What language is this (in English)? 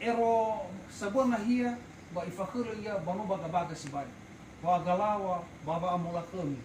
Nias